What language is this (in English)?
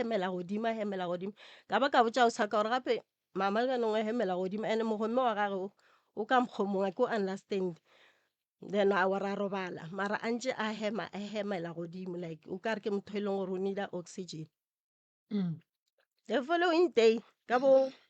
Northern Sotho